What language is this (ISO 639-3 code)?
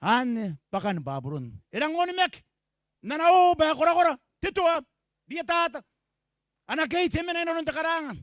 gil